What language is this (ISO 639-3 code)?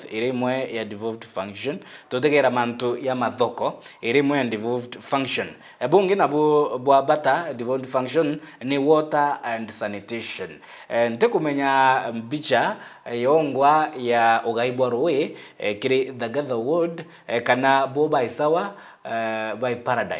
mer